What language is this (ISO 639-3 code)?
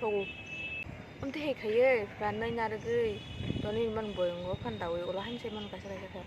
trp